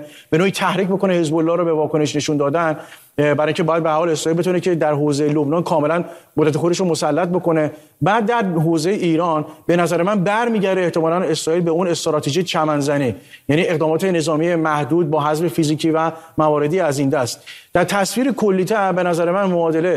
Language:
Persian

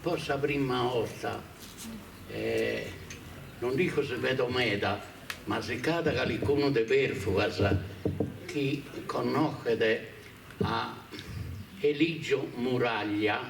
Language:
Sardinian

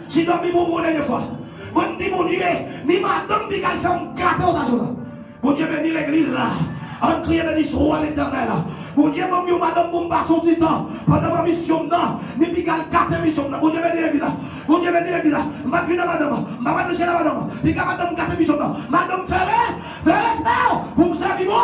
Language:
Haitian Creole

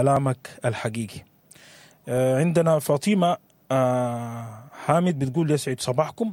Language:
Sudanese Arabic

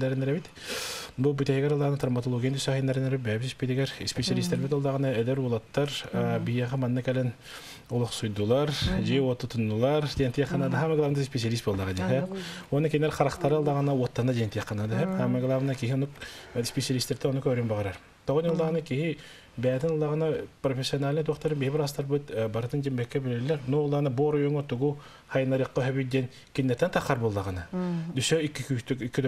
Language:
Yakut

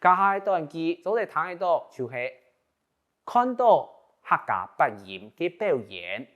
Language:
Hakka Chinese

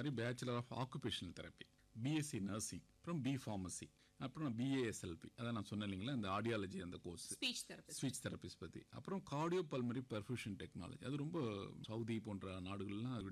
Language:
Tamil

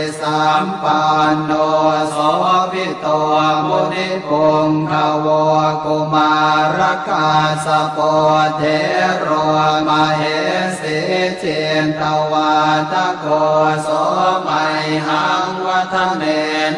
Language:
Pali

